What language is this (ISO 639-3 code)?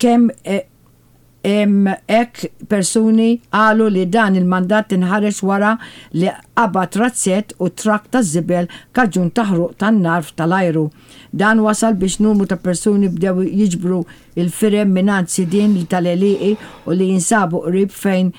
mlt